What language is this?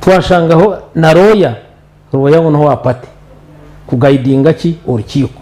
Nyankole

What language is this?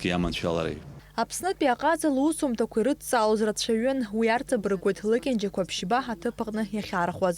Abkhazian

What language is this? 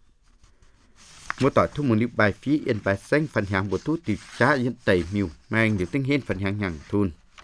Vietnamese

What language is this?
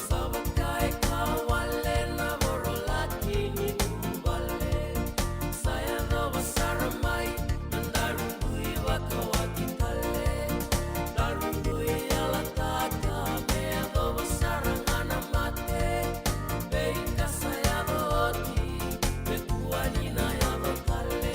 Fijian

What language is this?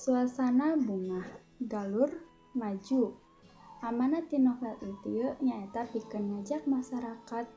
Sundanese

